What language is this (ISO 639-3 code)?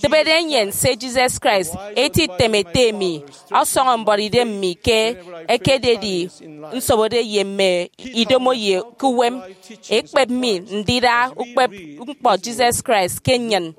efi